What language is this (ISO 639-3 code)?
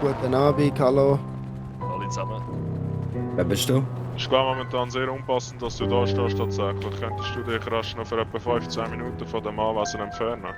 gsw